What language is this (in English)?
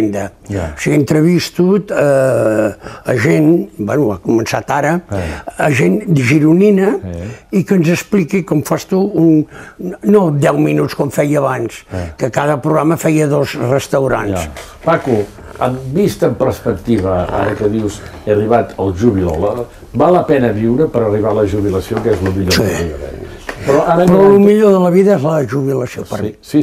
Catalan